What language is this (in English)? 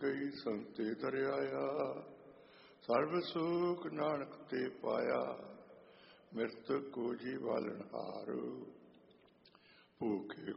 Punjabi